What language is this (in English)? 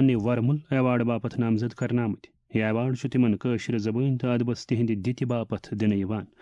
Kashmiri